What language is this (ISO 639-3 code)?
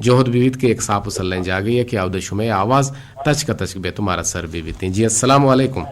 bgp